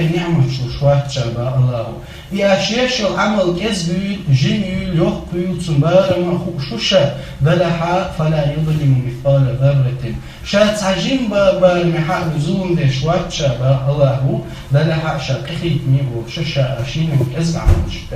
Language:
Chechen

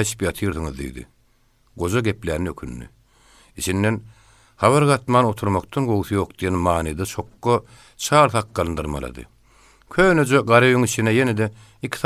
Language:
Turkmen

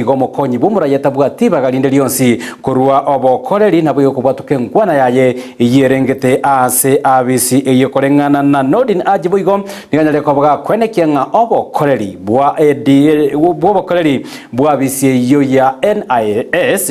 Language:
Gusii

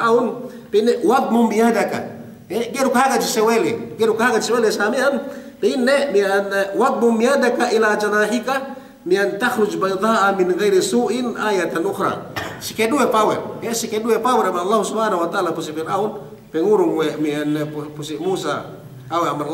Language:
Yakan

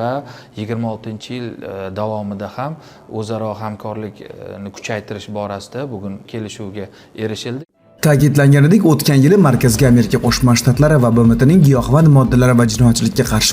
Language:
Uzbek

